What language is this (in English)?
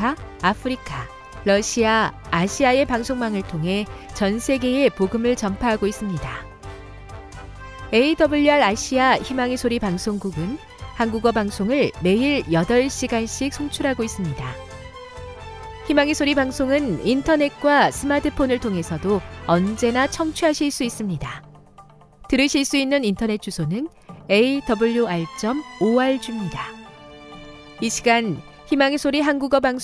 Korean